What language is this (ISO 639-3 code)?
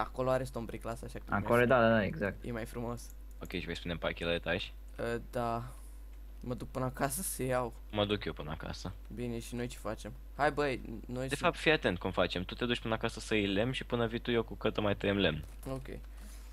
ron